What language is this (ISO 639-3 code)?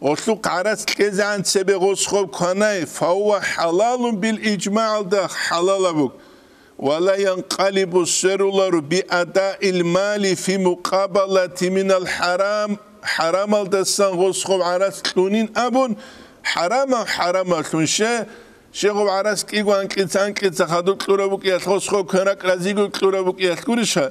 ava